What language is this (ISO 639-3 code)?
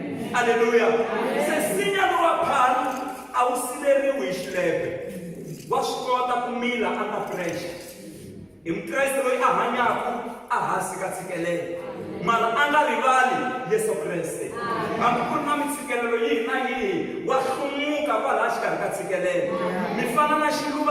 tso